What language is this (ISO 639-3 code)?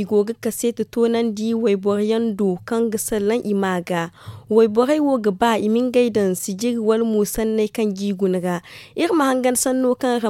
dje